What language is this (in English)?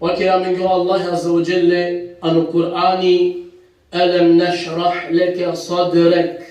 Balkan Romani